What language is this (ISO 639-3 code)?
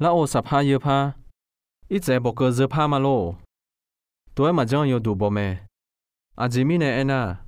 ahk